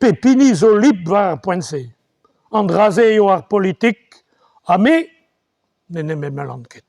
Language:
Breton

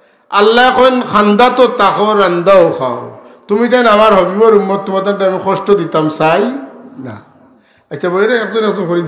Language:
Sylheti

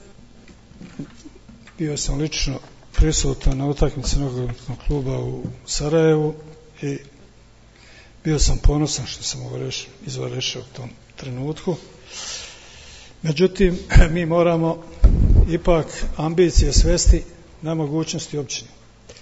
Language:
Bosnian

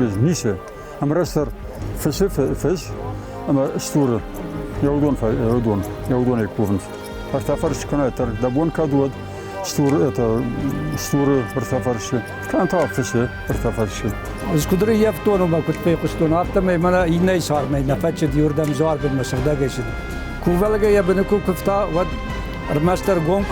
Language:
Ossetic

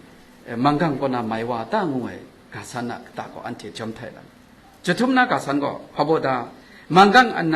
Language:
Kachin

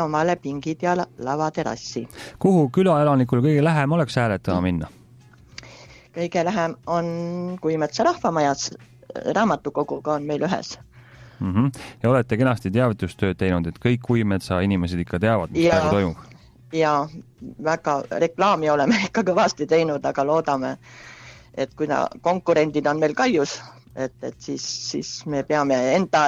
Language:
Estonian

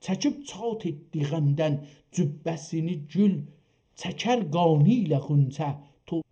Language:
South Azerbaijani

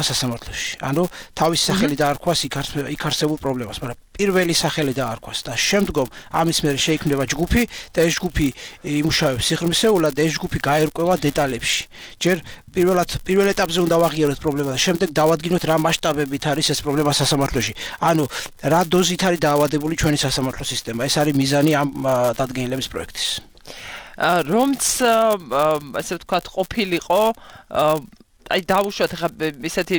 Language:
Georgian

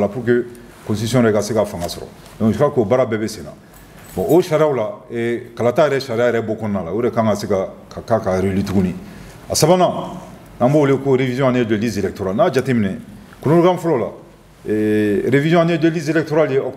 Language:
Bambara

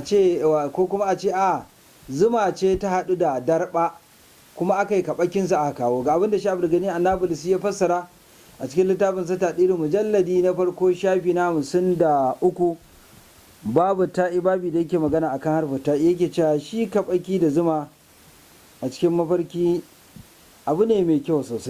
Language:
Hausa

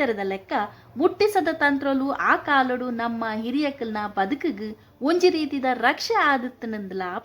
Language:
Tulu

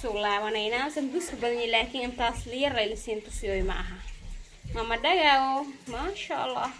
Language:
Somali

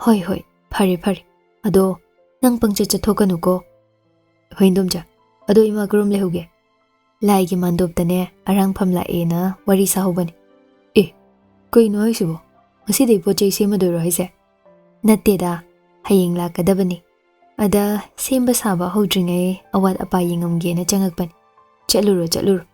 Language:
Manipuri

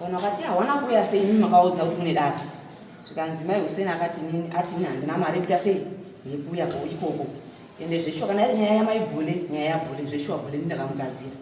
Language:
Shona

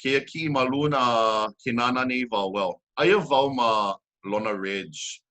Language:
Hawaiian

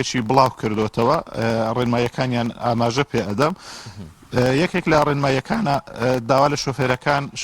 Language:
Central Kurdish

